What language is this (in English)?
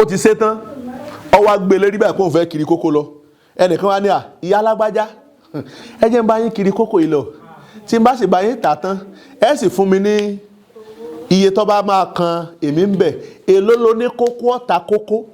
Yoruba